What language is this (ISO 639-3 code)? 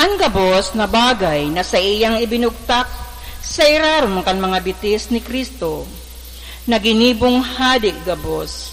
bik